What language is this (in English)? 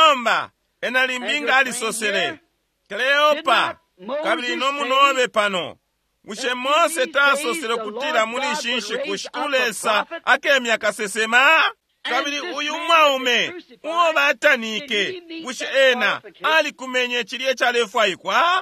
Bemba